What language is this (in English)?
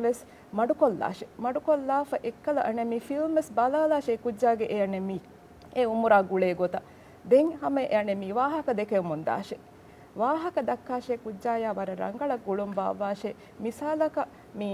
Divehi